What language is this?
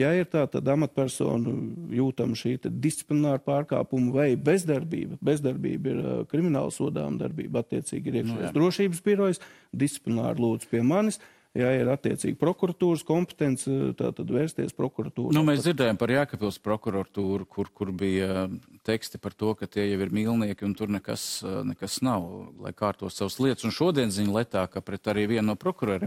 Latvian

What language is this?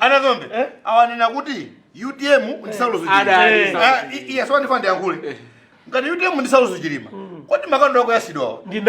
Nyanja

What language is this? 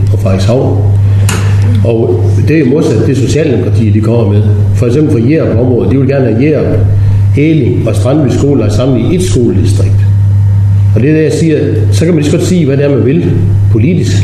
Danish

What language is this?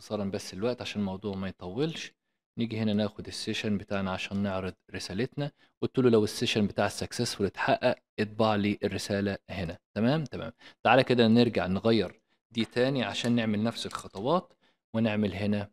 Egyptian Arabic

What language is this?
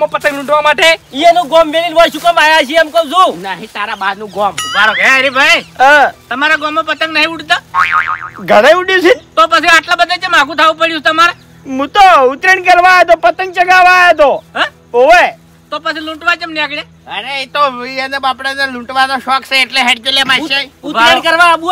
Gujarati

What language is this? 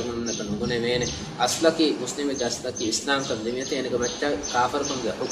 Divehi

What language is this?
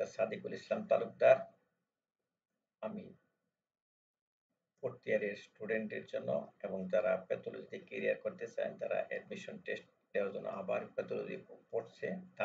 Bangla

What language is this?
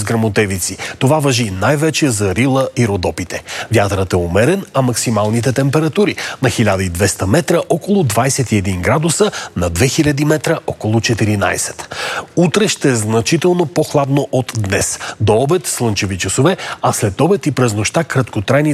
Bulgarian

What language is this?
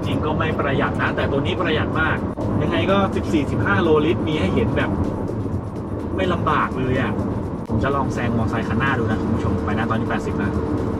Thai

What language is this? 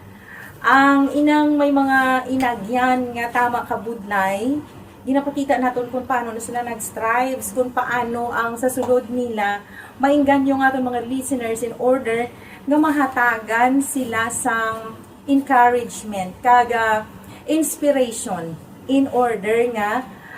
Hiligaynon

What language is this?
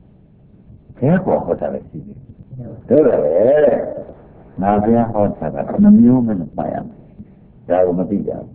Burmese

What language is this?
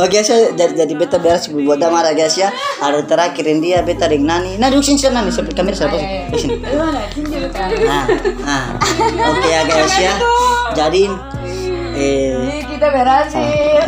Ambonese Malay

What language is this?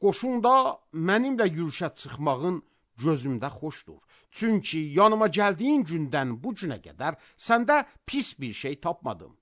Azerbaijani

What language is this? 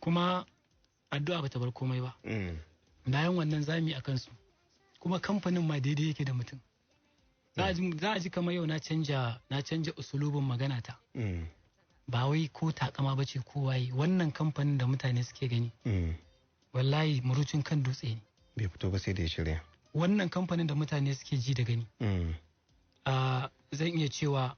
Hausa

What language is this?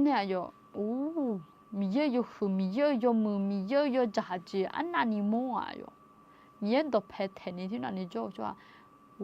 Akha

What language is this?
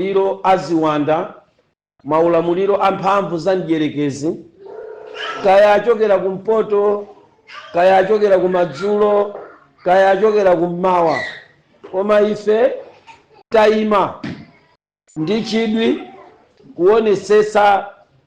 Nyanja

